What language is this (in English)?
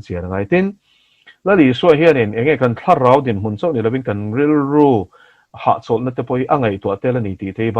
Mizo